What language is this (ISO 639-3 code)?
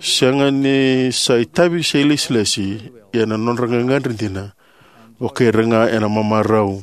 fij